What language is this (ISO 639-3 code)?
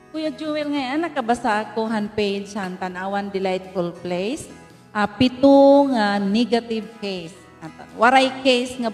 war